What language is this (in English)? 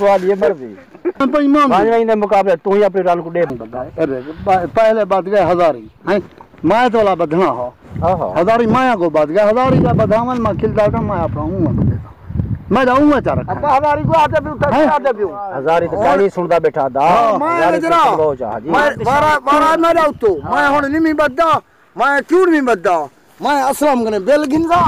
Saraiki